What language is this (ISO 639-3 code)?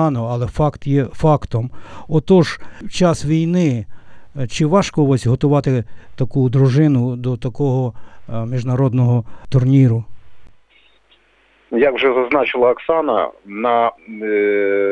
ukr